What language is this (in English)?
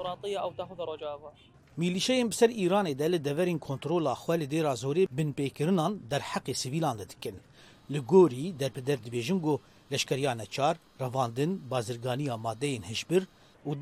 Kurdish